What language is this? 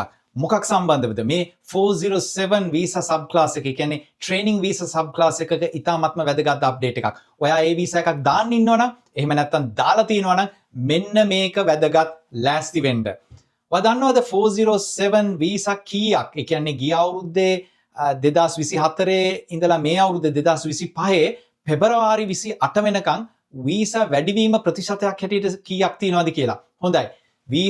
Sinhala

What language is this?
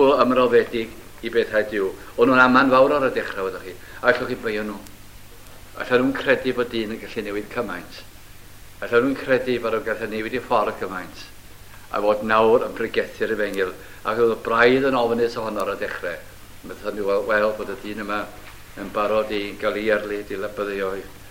Welsh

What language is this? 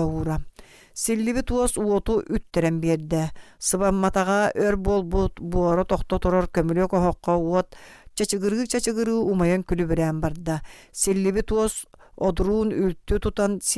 Yakut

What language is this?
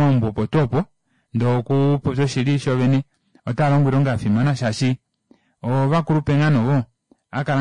Kuanyama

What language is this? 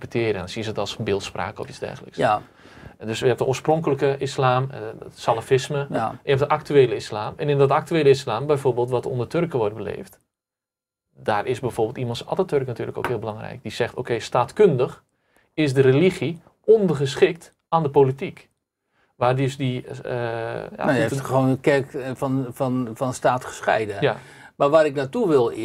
Dutch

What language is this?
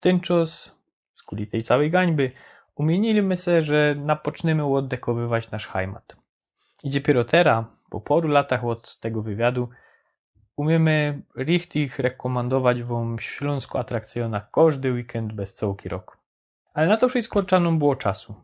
Silesian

